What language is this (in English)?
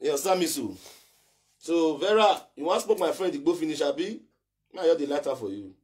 Nigerian Pidgin